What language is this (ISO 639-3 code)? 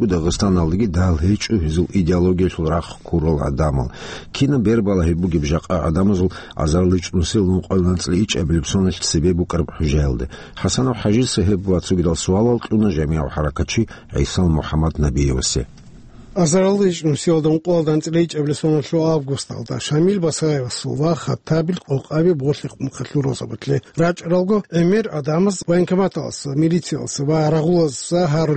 ava